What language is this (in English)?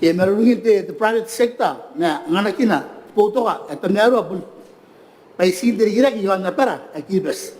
Gilbertese